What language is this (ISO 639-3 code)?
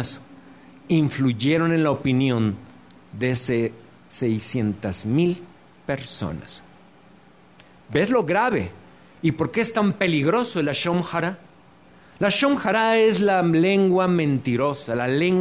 spa